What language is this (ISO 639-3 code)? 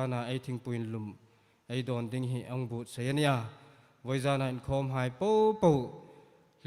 hmr